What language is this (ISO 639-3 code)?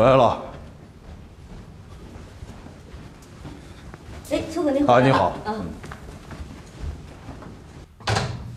zho